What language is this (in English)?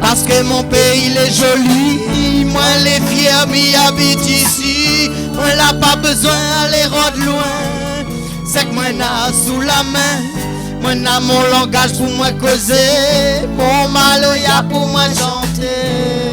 Réunion Creole French